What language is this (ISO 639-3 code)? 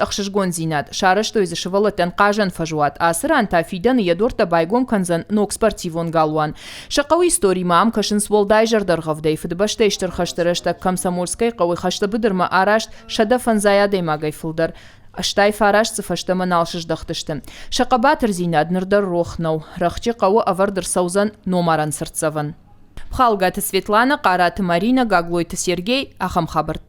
oss